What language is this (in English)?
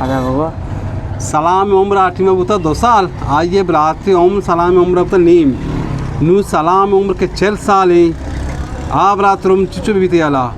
Baluchi